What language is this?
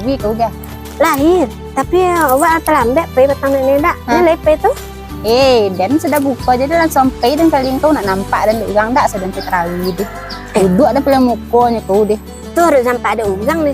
Minangkabau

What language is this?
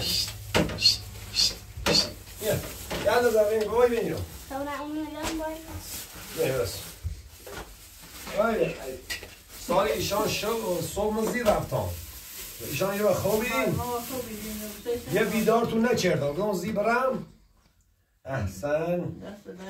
Persian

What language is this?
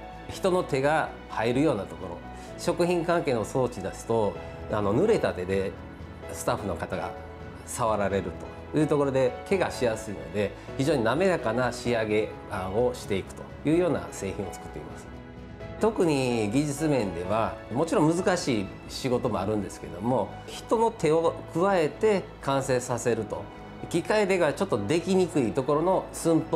Japanese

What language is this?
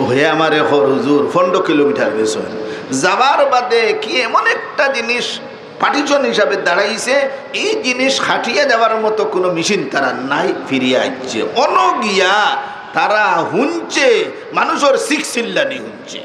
Sylheti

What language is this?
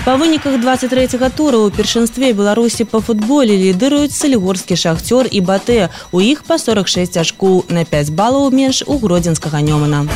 Belarusian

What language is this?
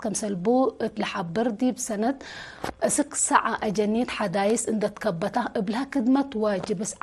Tigre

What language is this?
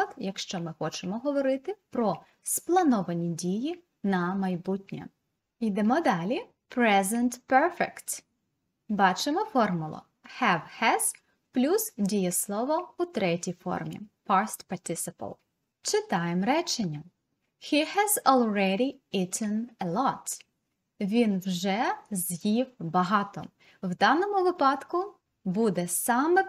Ukrainian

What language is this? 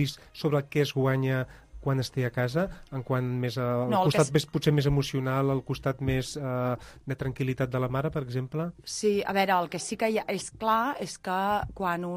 Catalan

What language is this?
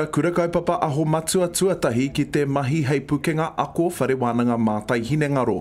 Māori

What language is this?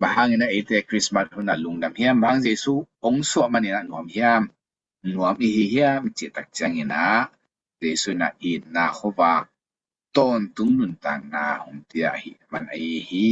Tedim Chin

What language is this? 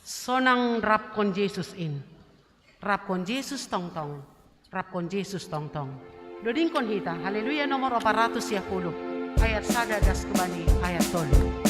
Batak Simalungun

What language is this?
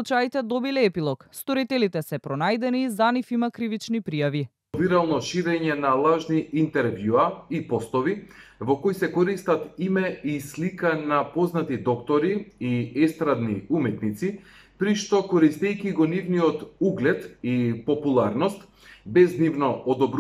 Macedonian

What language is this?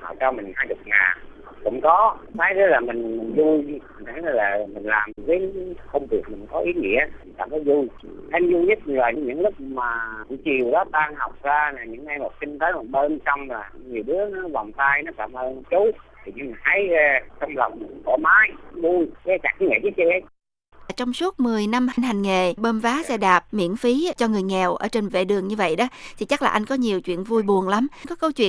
Vietnamese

